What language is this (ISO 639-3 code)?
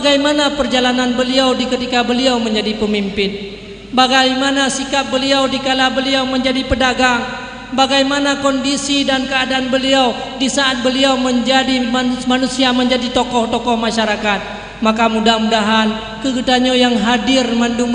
ace